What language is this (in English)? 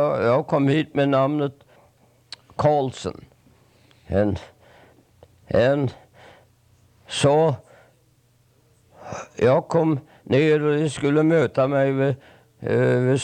Swedish